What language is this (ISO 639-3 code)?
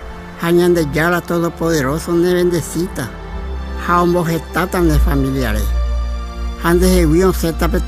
grn